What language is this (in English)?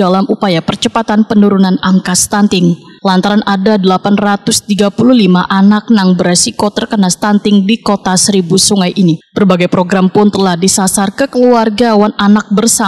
Banjar